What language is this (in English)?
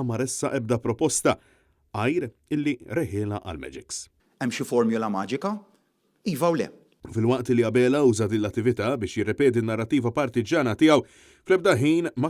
Maltese